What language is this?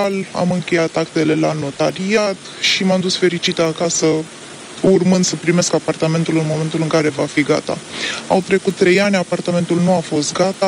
Romanian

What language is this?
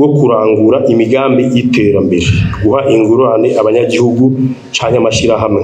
Rundi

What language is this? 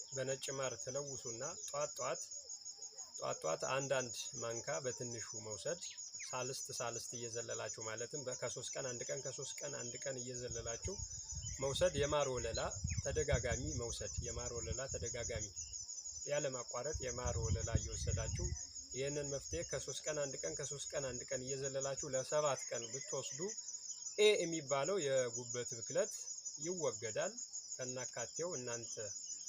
Amharic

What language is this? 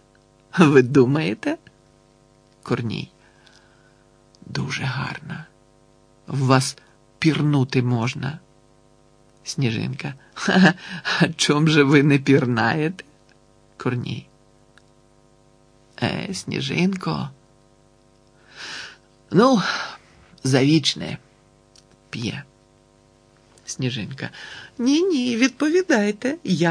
Ukrainian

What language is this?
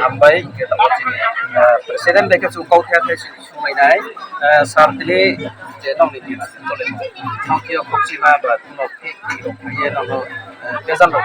Riang (India)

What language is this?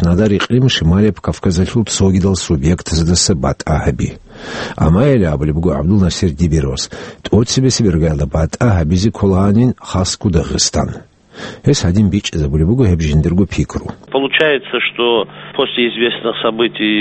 Avaric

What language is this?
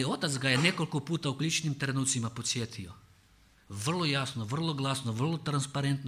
Croatian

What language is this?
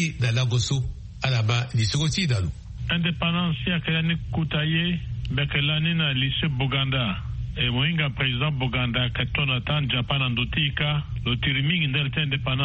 Sango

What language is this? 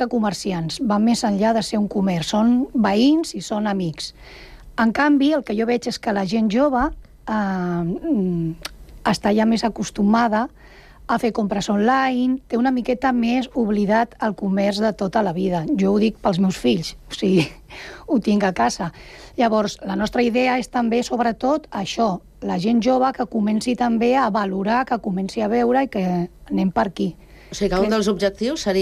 Catalan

